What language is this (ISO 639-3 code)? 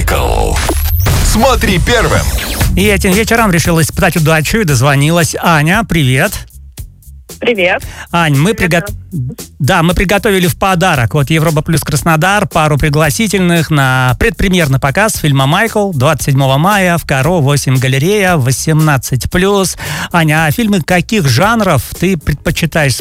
rus